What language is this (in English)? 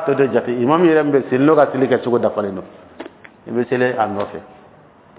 Dyula